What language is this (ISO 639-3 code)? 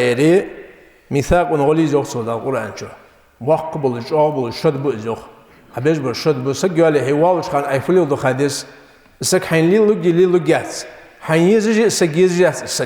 inh